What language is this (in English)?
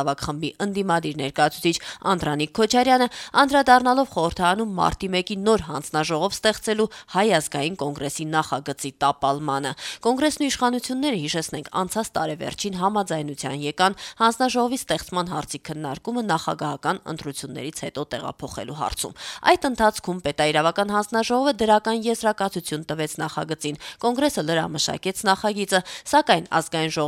Armenian